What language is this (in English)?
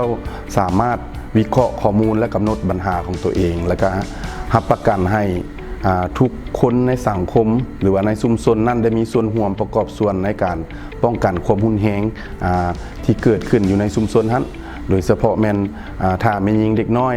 Lao